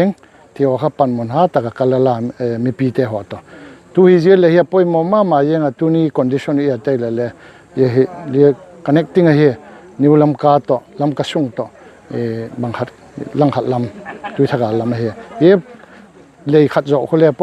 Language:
Paite Chin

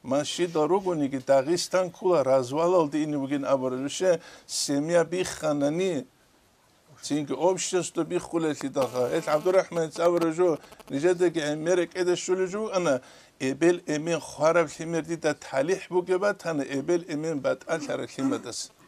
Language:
Avaric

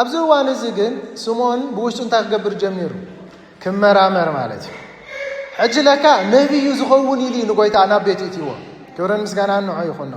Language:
Tigrinya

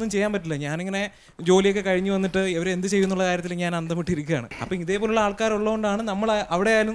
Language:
Malayalam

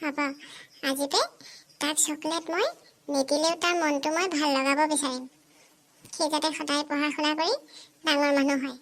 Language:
Assamese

